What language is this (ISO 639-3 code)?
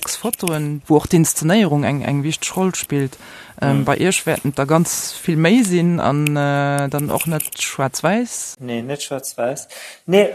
ltz